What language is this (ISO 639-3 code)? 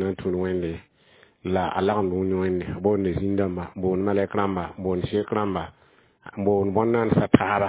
mos